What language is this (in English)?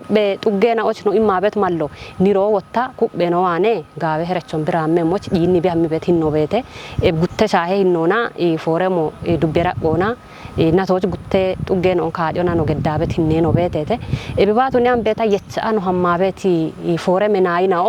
Kafa